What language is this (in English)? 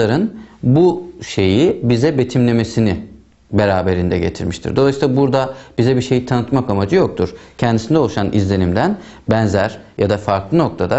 Turkish